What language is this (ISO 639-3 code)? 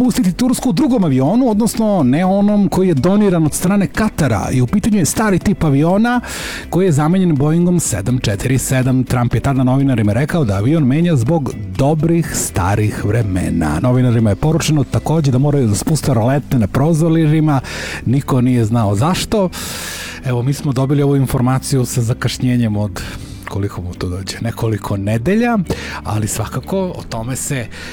srp